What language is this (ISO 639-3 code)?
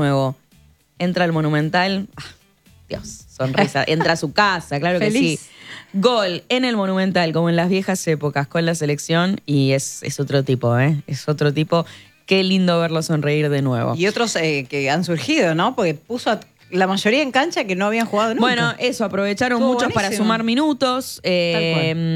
spa